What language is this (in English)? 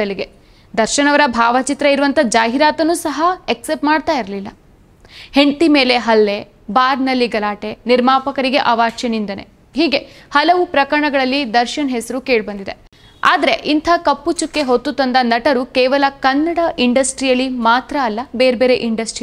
Kannada